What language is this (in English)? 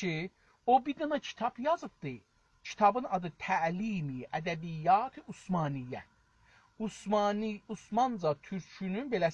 South Azerbaijani